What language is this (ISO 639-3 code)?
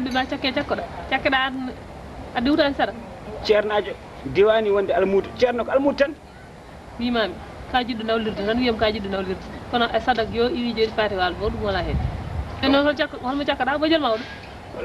ful